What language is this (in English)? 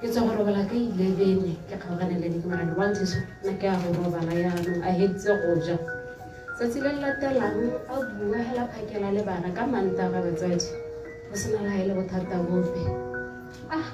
Tswana